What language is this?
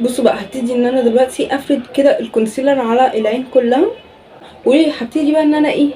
Egyptian Arabic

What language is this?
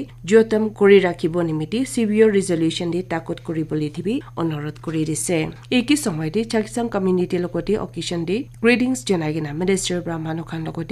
Naga Pidgin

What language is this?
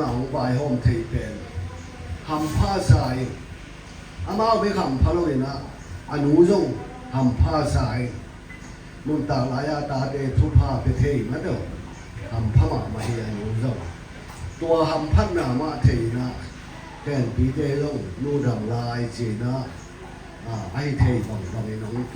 Tedim Chin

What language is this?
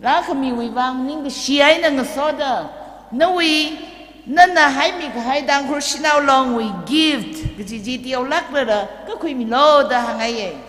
Tangkhul Naga (India)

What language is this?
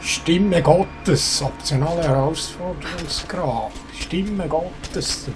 Swiss German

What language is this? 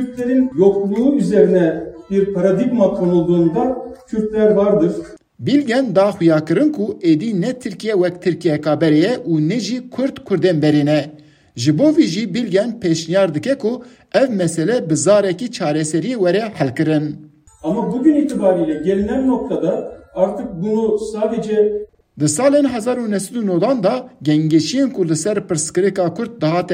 Kurdish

